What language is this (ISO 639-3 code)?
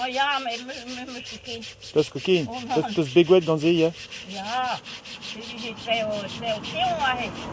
bre